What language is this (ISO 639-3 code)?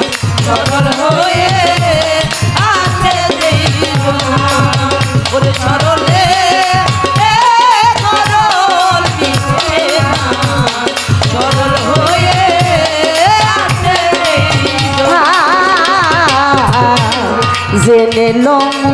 ben